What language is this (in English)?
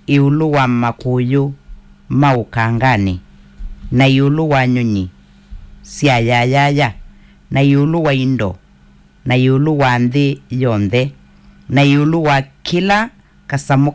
Kamba